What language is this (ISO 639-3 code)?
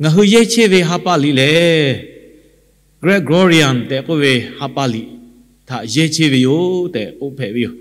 lhu